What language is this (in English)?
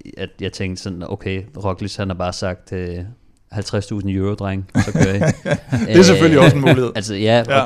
Danish